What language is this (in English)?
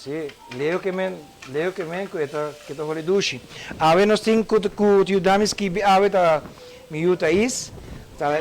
Papiamento